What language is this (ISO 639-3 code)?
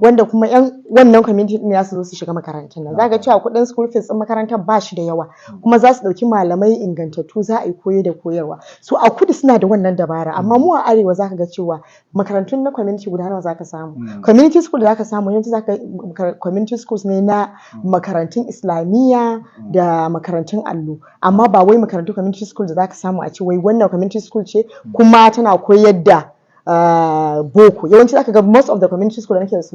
hau